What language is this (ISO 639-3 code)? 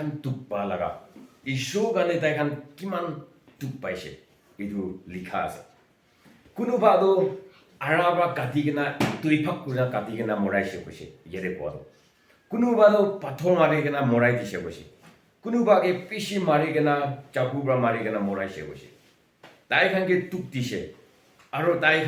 nbe